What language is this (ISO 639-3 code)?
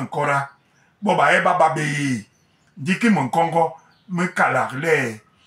bas